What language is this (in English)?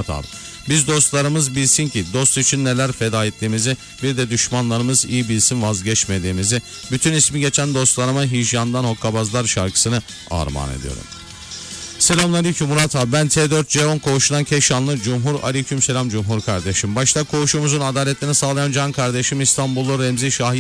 Turkish